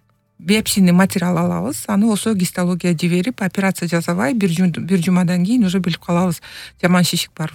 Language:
Kyrgyz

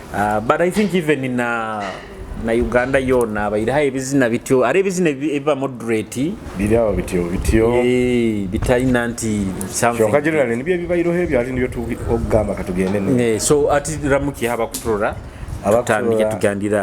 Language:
Nyoro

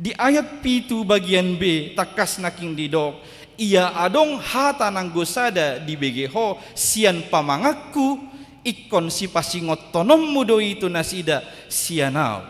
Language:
Batak Toba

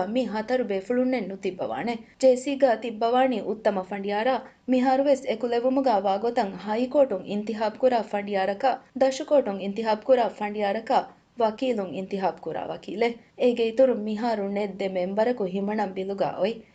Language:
Divehi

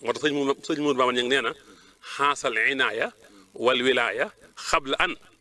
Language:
Wolof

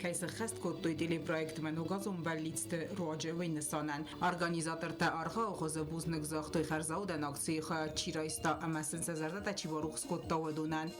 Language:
Ossetic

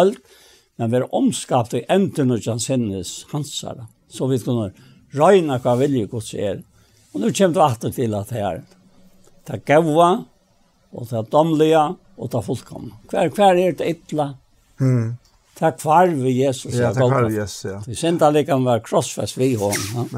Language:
Faroese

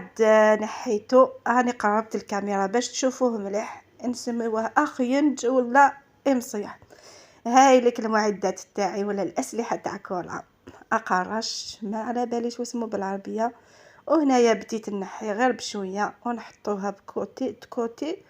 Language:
Algerian Arabic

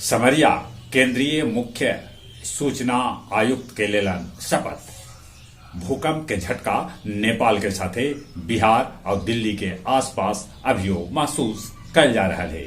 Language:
Magahi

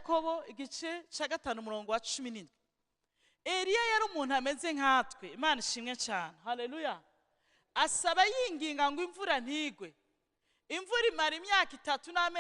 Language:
Rundi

